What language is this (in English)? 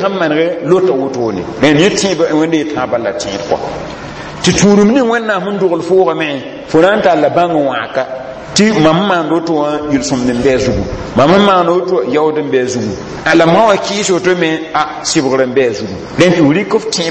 Mossi